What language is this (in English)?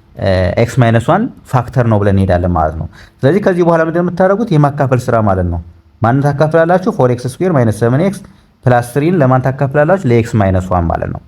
Amharic